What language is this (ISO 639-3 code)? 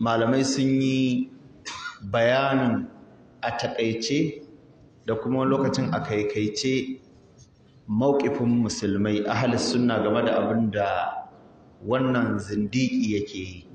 hau